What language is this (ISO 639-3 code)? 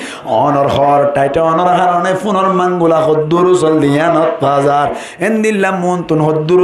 rhg